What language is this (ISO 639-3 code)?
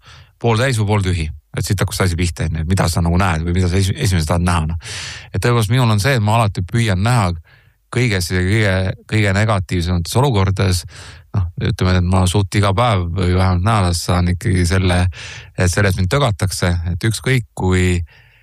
est